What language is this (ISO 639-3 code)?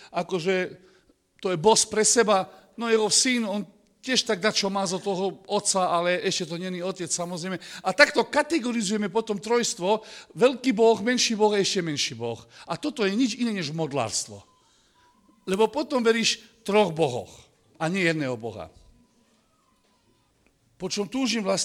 slk